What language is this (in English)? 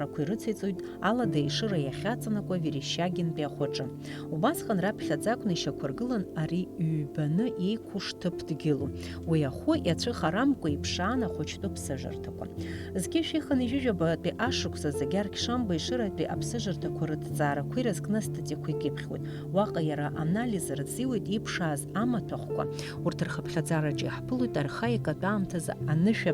Abkhazian